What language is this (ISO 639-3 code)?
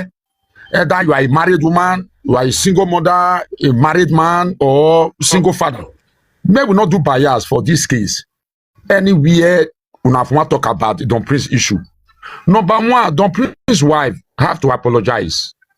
pcm